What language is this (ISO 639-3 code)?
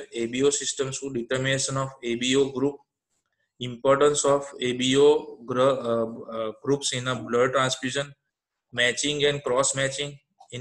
guj